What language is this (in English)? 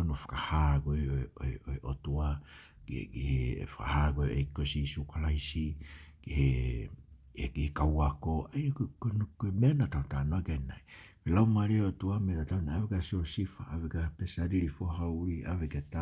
Tongan